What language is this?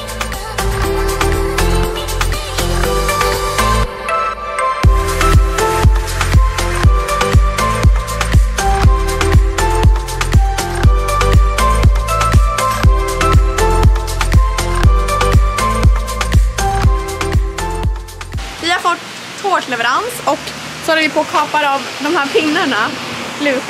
Swedish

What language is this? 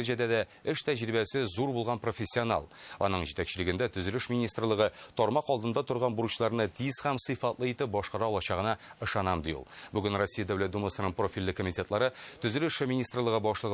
Tatar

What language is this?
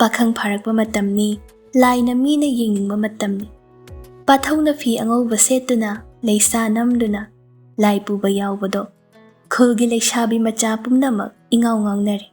Manipuri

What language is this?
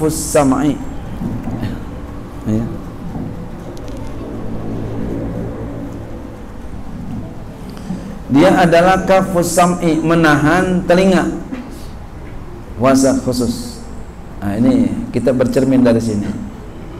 Indonesian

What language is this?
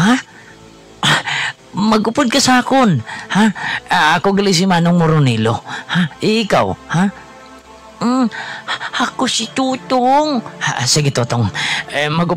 Hiligaynon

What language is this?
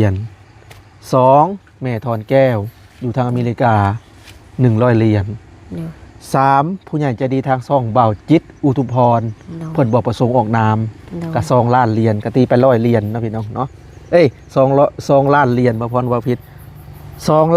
Lao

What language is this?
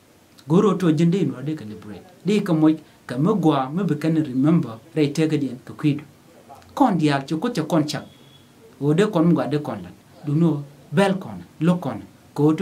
Nuer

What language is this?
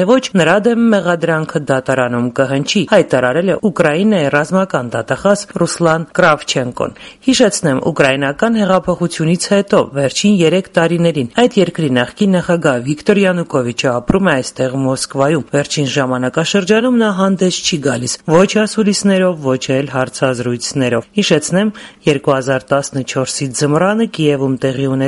Armenian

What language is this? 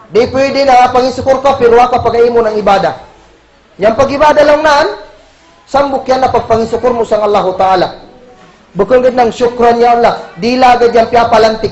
Kagan Kalagan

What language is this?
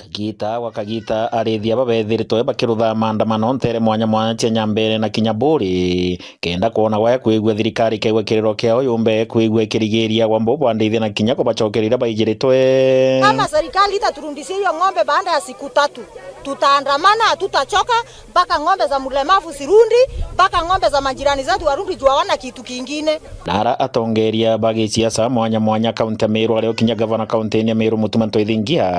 Meru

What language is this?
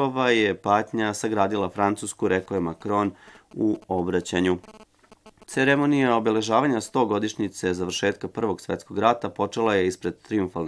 Serbian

